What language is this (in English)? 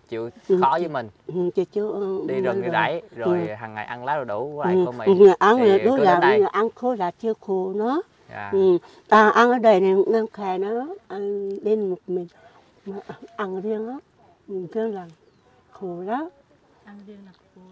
Vietnamese